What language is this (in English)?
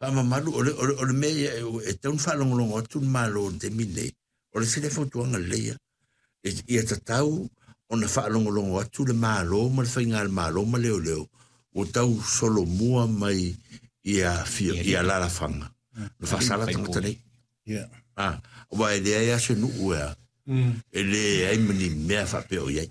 Samoan